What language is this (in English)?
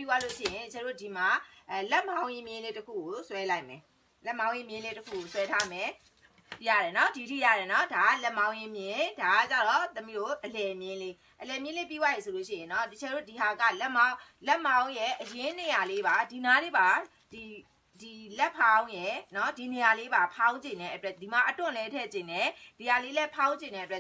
Burmese